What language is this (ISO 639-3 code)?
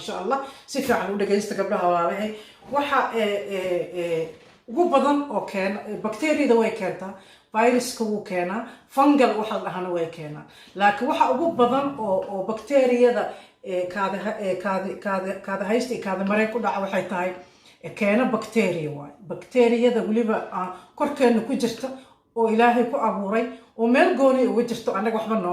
som